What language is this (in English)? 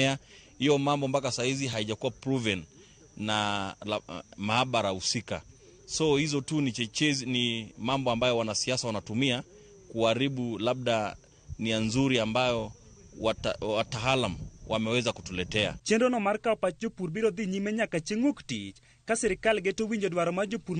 Luo (Kenya and Tanzania)